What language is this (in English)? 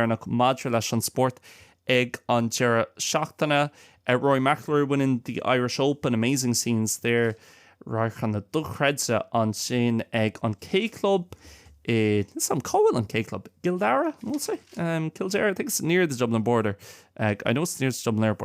Irish